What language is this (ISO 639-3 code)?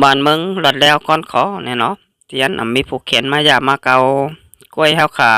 shn